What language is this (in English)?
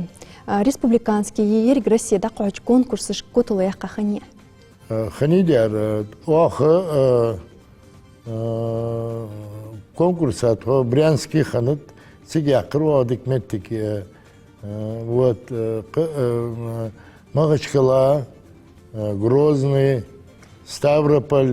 Ingush